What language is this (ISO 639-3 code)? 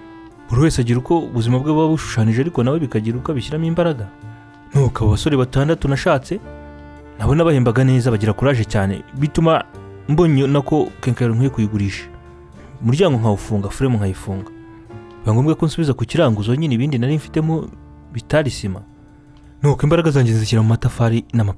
kin